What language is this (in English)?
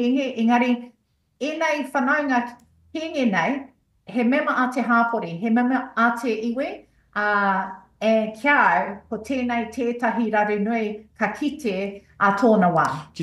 Māori